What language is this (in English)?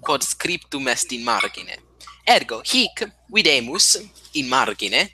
Latin